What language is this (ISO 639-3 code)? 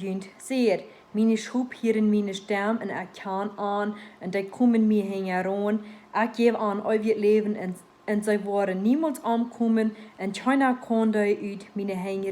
pdt